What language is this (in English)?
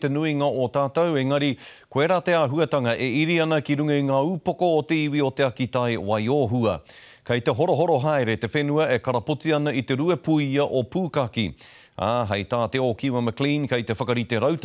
Māori